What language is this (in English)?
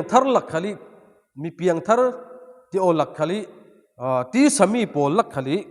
Falam Chin